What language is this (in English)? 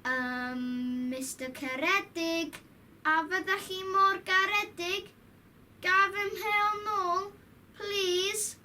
Welsh